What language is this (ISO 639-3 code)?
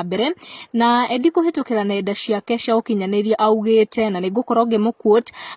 kik